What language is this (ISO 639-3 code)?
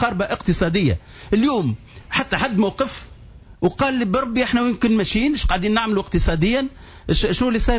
aeb